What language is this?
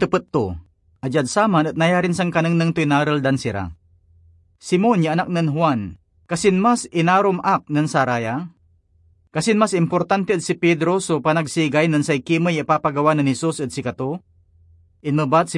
Pangasinan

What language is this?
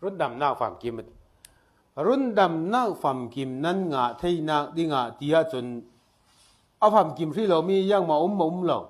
Falam Chin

